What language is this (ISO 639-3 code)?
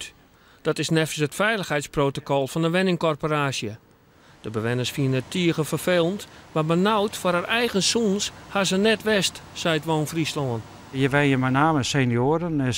fry